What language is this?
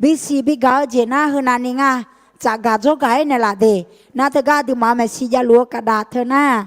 Akha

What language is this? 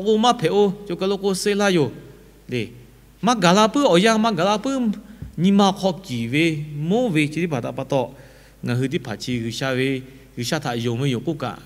Lahu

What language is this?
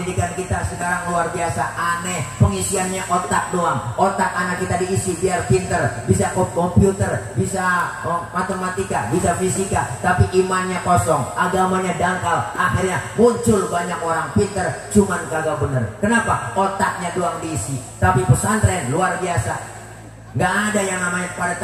Betawi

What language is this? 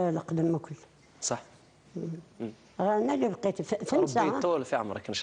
Algerian Arabic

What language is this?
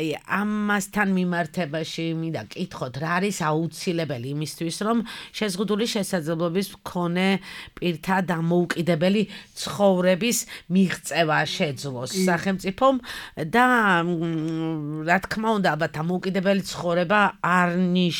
Georgian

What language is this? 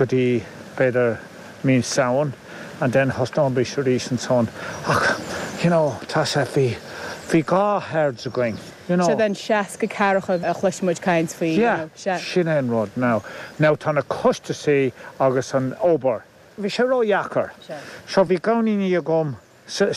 Irish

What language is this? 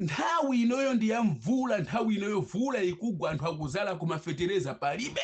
Nyanja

